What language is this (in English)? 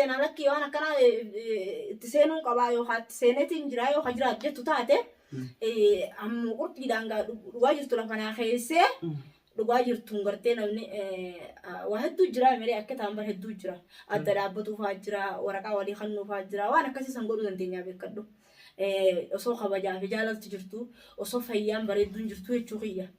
Oromo